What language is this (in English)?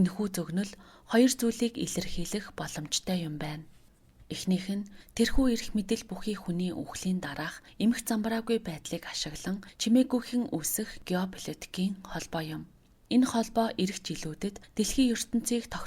Mongolian